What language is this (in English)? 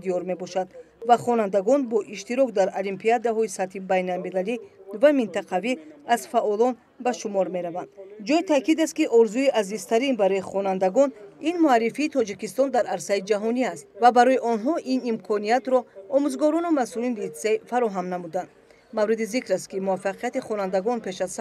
Tajik